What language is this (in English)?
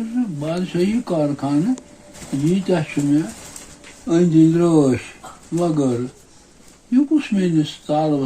Kashmiri